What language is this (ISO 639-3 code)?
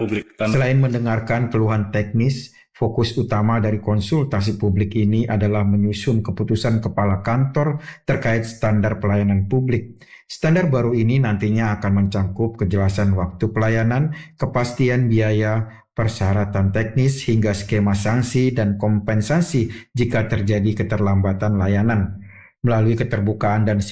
ind